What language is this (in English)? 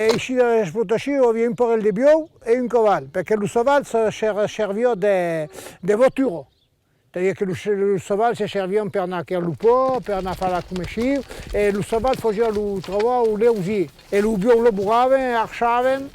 Occitan